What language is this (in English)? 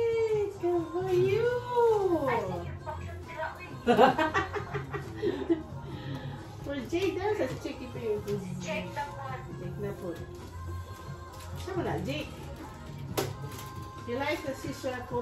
Filipino